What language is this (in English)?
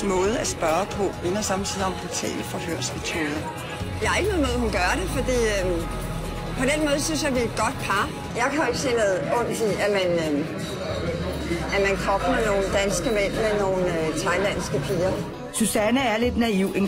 Danish